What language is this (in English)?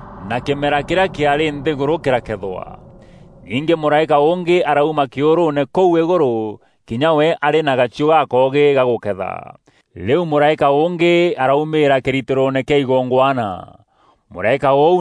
Meru